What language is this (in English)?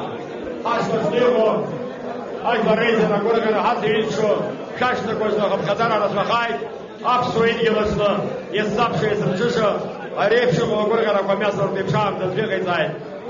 Abkhazian